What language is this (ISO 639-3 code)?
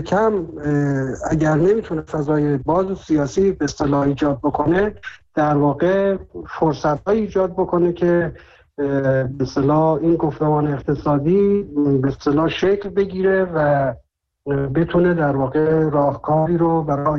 fas